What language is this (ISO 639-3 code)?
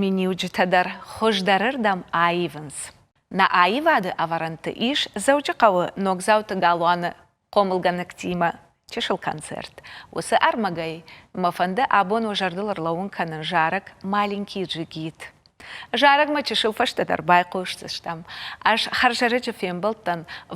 oss